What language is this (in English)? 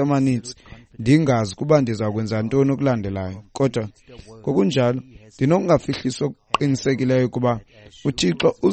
Xhosa